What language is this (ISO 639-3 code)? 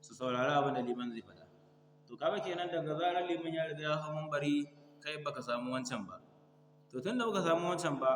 hau